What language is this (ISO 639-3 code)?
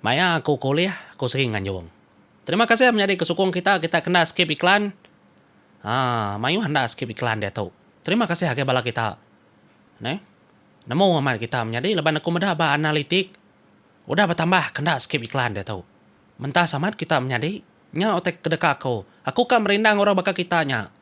iba